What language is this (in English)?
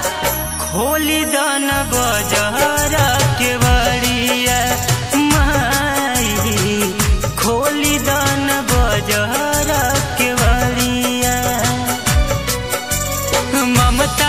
Bhojpuri